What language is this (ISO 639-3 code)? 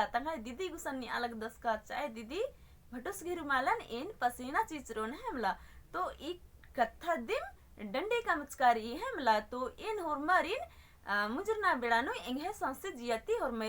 kru